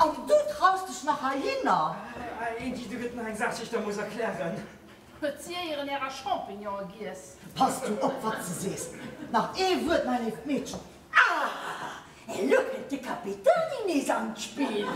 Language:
Luxembourgish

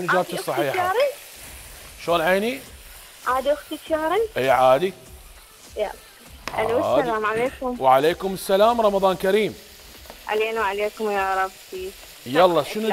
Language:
Mesopotamian Arabic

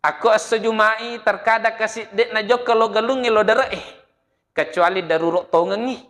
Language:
Buginese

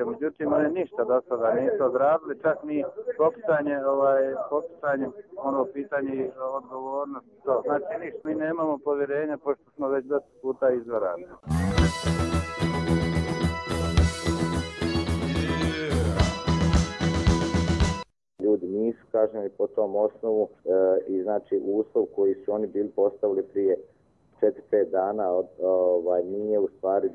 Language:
Bosnian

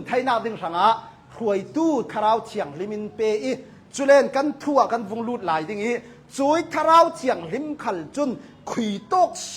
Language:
Hakha Chin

